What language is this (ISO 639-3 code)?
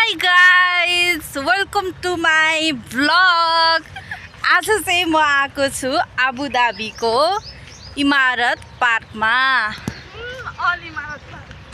nep